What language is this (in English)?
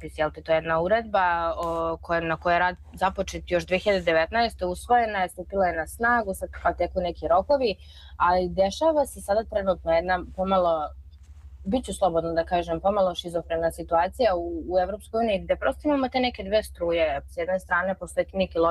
Serbian